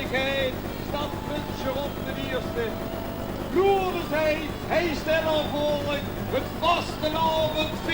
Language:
Limburgish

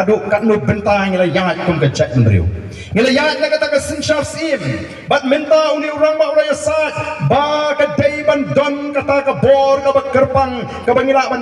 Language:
Khasi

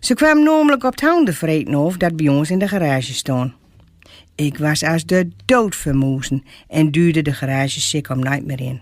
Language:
Gronings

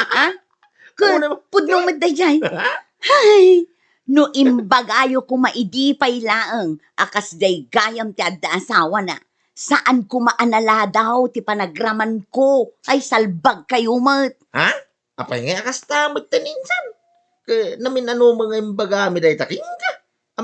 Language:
Iloko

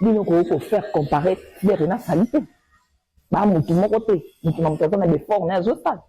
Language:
Lingala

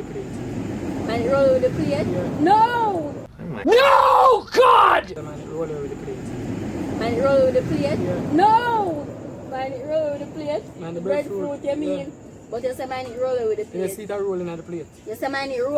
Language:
Jamaican Creole English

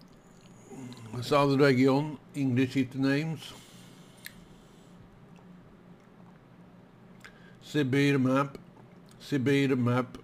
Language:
Swedish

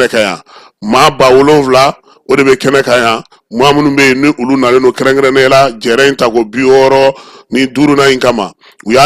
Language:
Bambara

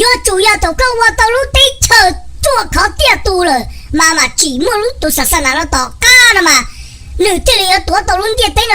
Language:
Hmong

